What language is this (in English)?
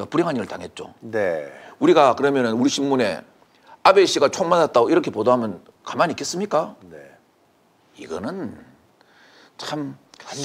Korean